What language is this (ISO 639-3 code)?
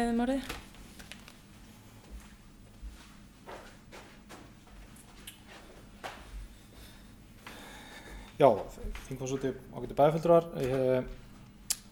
isl